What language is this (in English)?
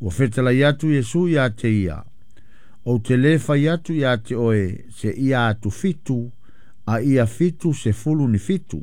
Samoan